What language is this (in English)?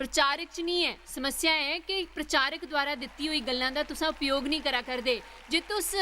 Dogri